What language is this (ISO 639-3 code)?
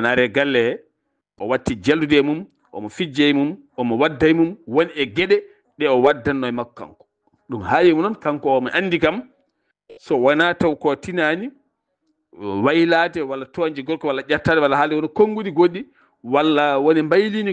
ful